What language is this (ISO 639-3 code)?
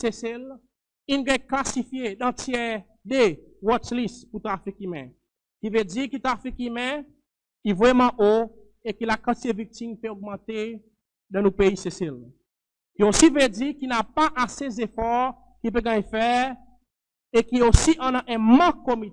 crs